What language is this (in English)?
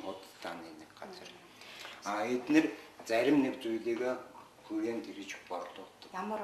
Mongolian